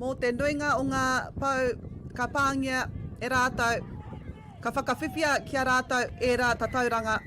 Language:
Māori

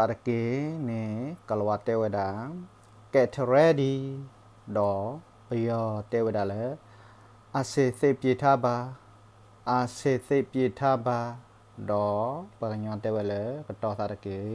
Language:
S'gaw Karen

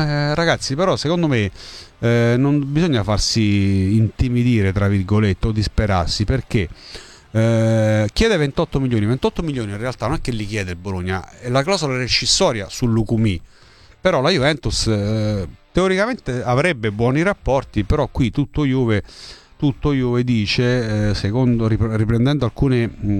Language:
Italian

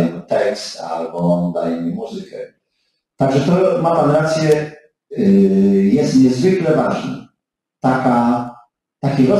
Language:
Polish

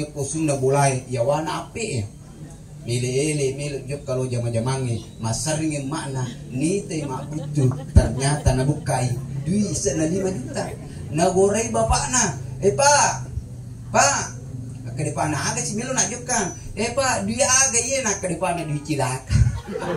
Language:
Buginese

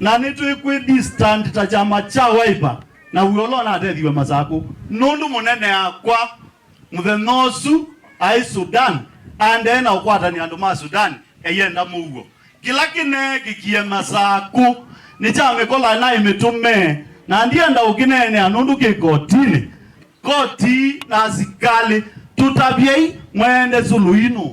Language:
Kamba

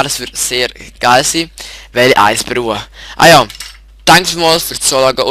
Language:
Swiss German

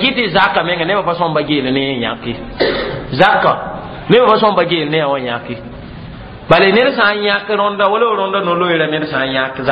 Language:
Mossi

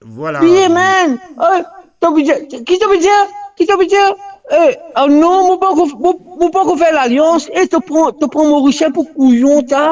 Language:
Morisyen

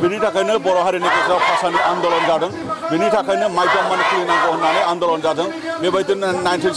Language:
Bodo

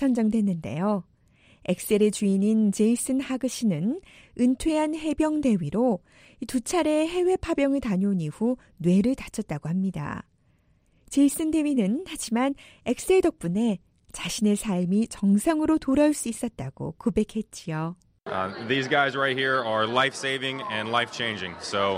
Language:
Korean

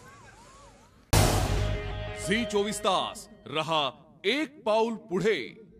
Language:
Marathi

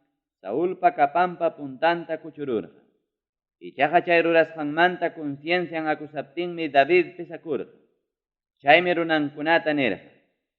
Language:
Ayacucho Quechua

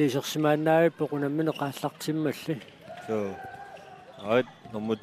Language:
Kalaallisut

